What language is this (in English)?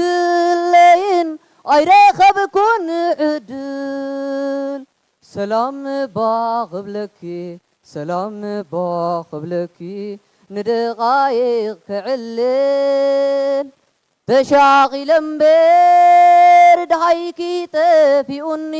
Tigrinya